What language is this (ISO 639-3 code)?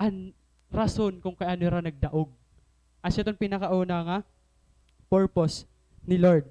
war